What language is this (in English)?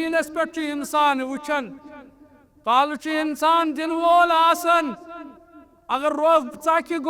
Kashmiri